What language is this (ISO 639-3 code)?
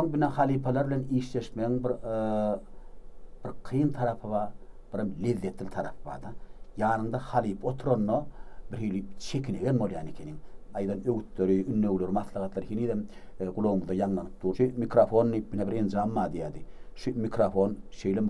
tuk